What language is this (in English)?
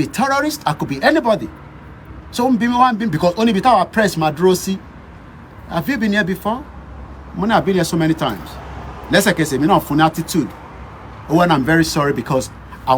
Yoruba